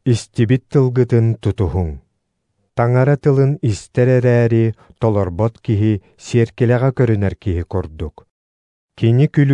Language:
Yakut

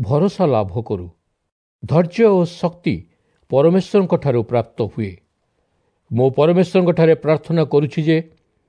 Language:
Odia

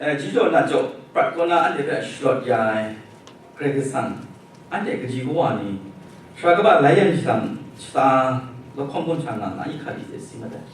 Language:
Kachin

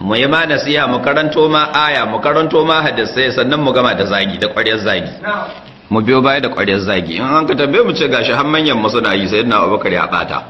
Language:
Hausa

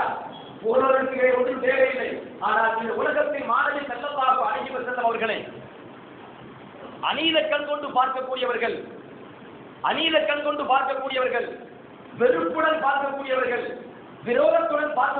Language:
Tamil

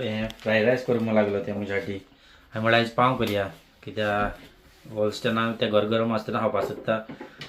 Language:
Konkani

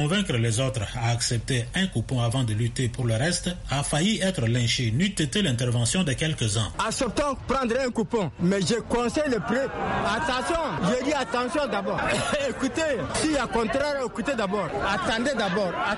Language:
French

